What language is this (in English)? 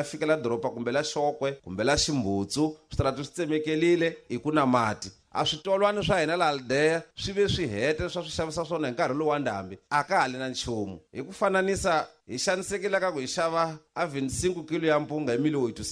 Tsonga